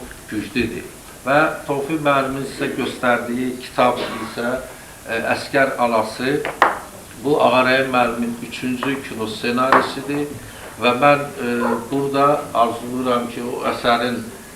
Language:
Azerbaijani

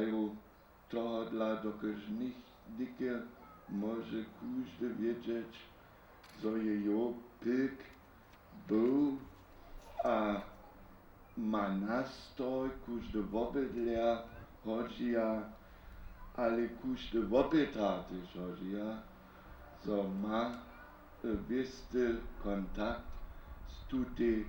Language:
Upper Sorbian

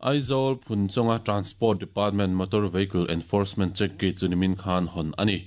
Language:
Mizo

